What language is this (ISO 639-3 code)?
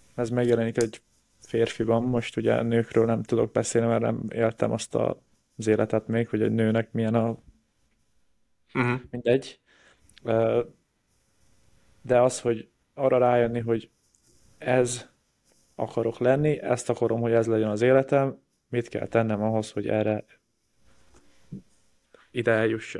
hun